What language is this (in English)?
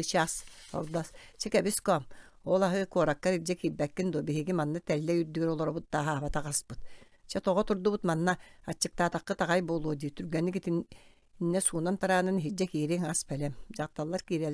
Yakut